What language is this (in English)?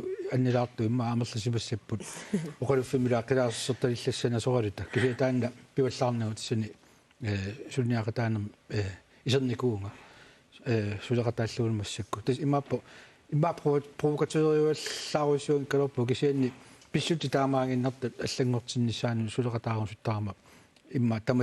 Kalaallisut